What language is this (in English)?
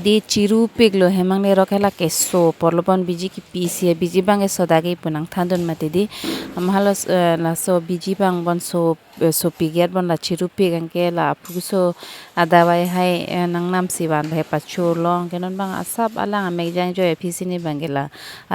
Karbi